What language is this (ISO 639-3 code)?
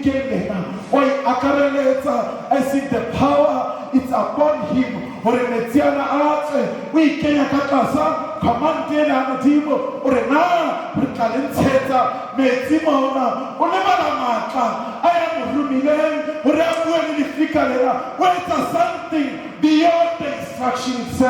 sot